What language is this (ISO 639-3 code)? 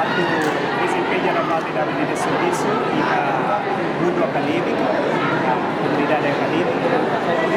tet